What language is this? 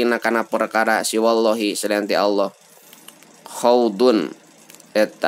Sundanese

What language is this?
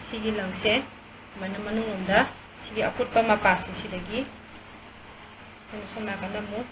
Manipuri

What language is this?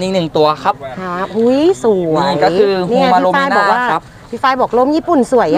Thai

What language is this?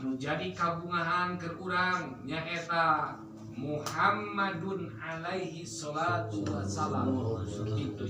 Sundanese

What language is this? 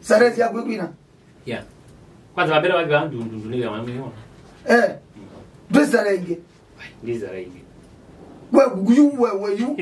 Kamba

